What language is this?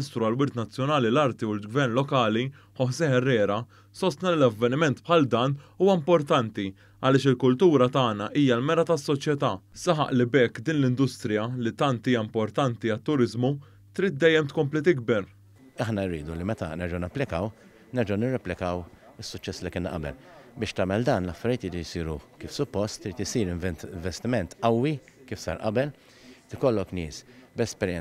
Maltese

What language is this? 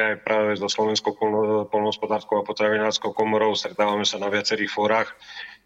Slovak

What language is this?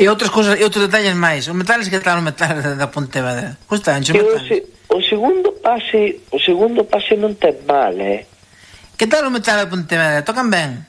Galician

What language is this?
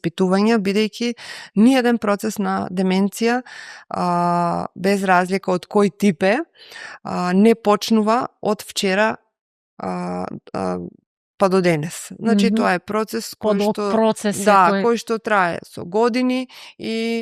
Macedonian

